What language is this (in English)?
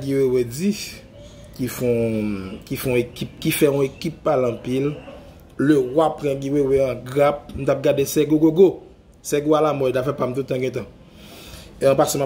Haitian Creole